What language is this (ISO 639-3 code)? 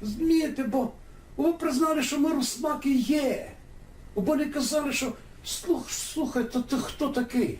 rue